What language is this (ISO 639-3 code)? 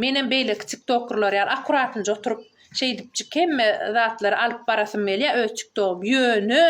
tuk